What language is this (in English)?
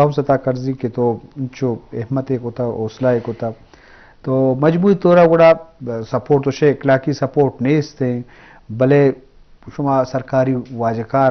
Eastern Balochi